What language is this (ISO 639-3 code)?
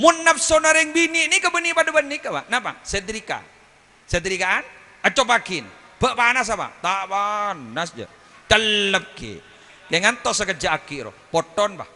mad